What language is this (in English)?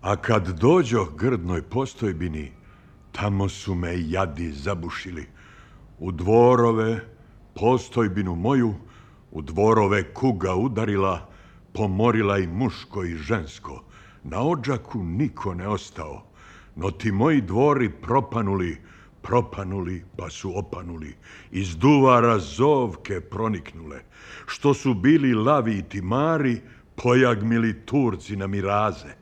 Croatian